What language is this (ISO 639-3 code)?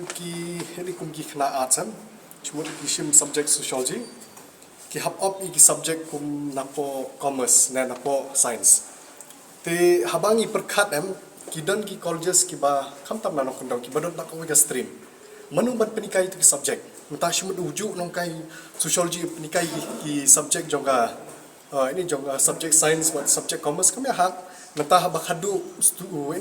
kha